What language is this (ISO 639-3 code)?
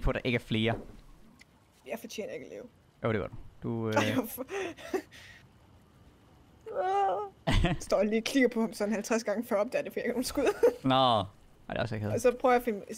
dan